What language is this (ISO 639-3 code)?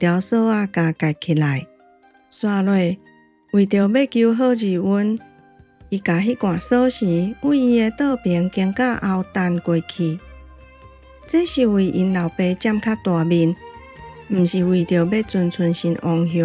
nan